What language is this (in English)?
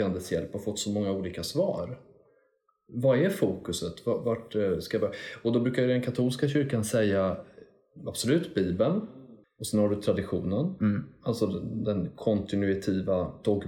Swedish